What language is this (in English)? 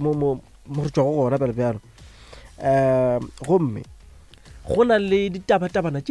Northern Sotho